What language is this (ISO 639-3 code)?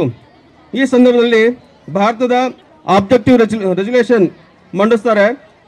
kan